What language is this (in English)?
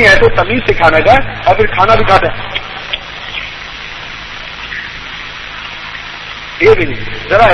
Urdu